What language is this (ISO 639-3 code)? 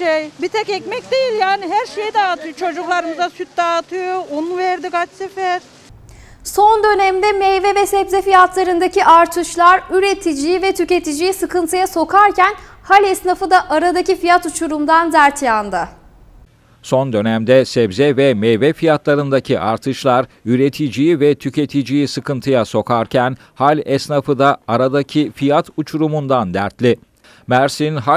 tur